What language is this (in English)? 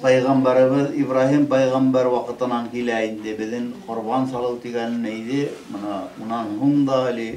Bashkir